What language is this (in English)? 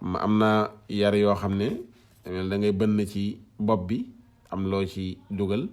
Wolof